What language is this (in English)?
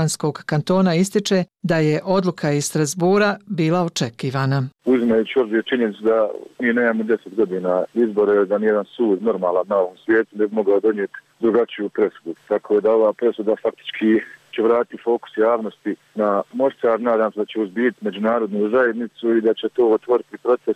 Bosnian